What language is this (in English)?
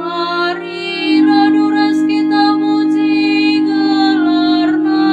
Batak Karo